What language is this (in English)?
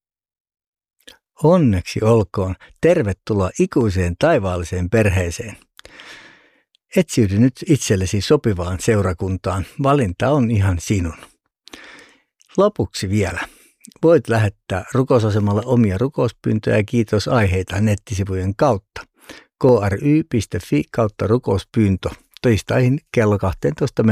Finnish